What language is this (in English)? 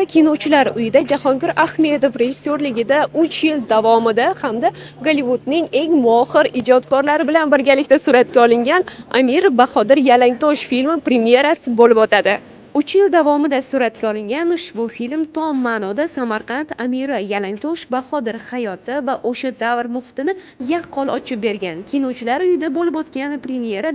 Uzbek